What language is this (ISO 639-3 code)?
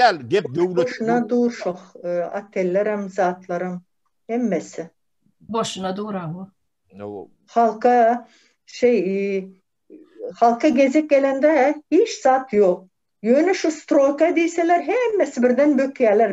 tuk